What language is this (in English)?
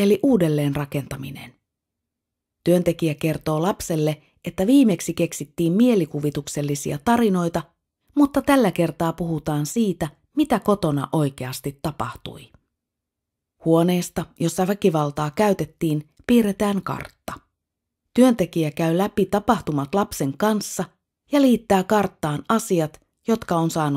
Finnish